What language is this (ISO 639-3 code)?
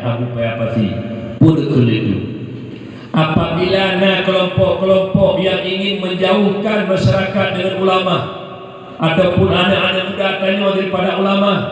ace